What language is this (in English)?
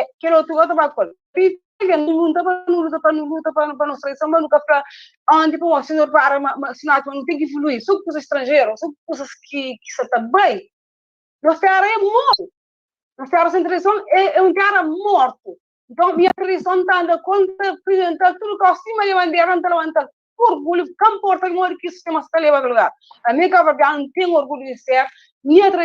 Kabuverdianu